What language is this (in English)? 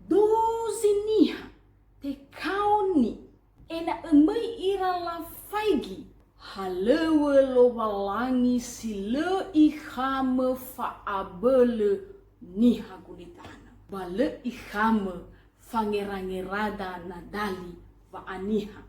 Nias